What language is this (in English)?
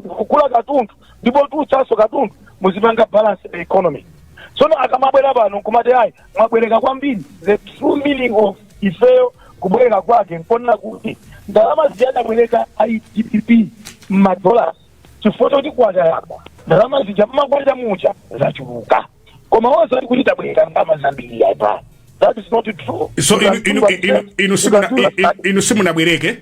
Nyanja